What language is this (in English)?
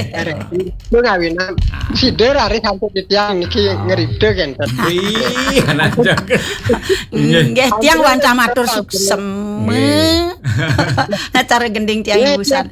Balinese